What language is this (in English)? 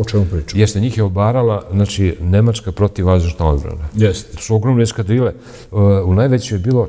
Serbian